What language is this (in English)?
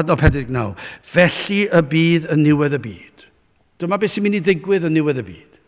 Welsh